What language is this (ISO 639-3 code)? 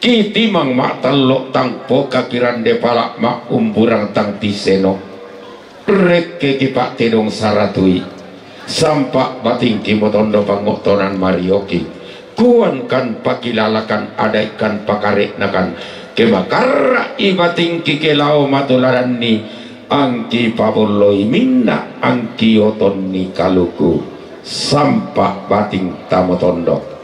sda